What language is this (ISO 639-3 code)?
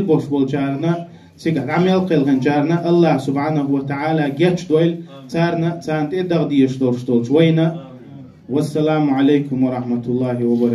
che